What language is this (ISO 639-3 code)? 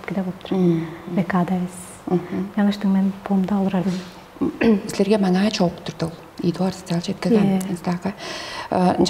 tyv